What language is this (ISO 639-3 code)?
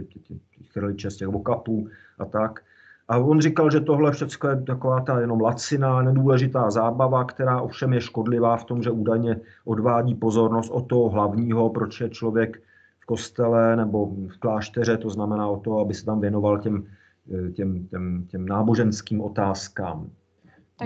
ces